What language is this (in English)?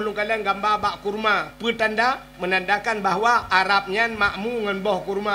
Achinese